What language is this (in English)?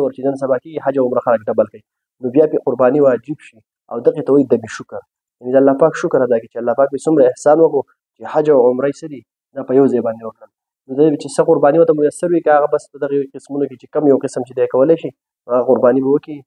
Pashto